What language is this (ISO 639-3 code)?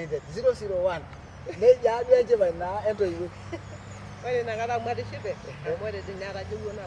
mas